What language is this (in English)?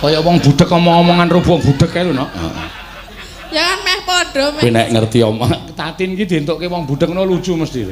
Javanese